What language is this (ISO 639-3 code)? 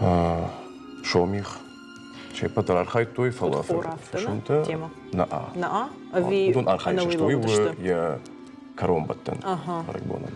oss